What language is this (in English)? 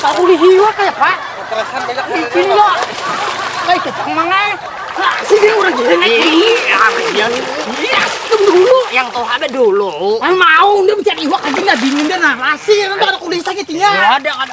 Banjar